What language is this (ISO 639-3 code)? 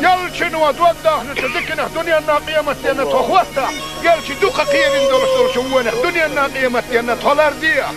che